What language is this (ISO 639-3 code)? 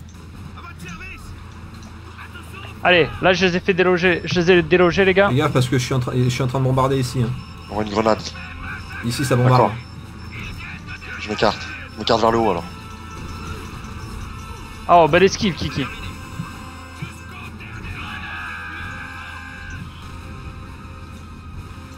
fra